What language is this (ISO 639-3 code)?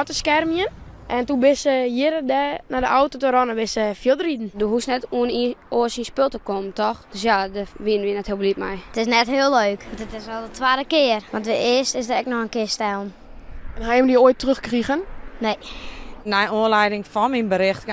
fry